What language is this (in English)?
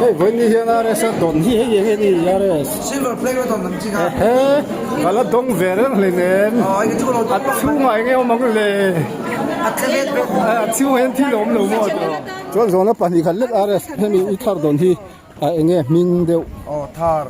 Mizo